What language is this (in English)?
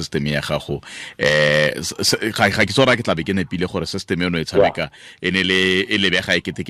Tswana